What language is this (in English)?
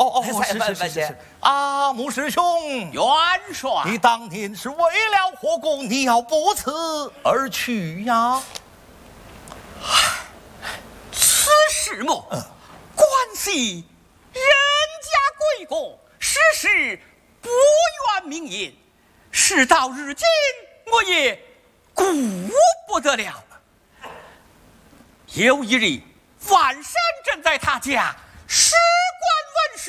Chinese